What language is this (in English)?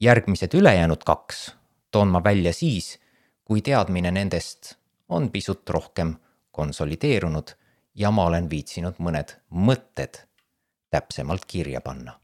Estonian